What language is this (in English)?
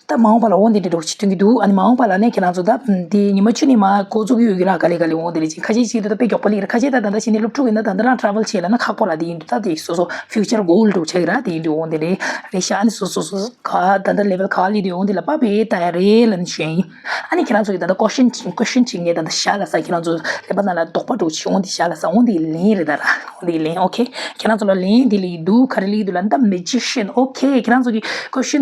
Tibetan